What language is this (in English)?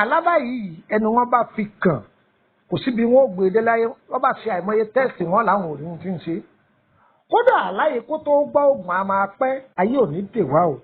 Yoruba